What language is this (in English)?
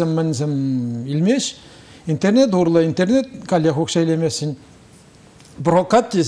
Chuvash